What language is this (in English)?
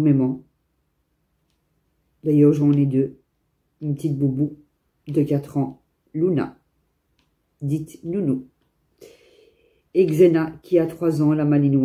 French